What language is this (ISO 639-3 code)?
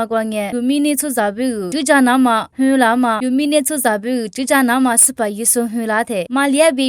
lis